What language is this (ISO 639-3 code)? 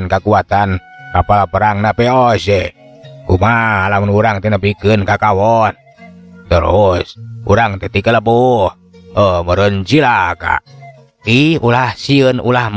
sun